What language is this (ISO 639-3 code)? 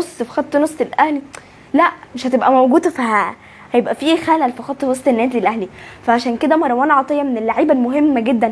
arz